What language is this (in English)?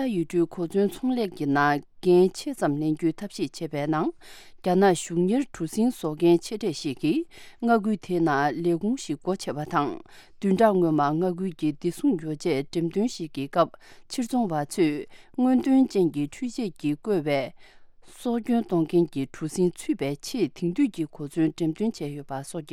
Tibetan